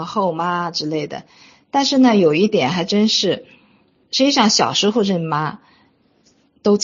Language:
Chinese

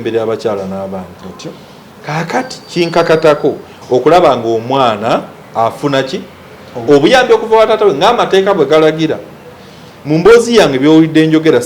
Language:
Ganda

